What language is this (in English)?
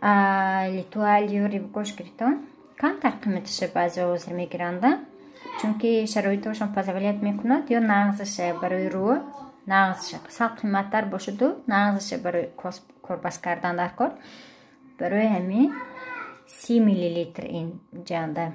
Tajik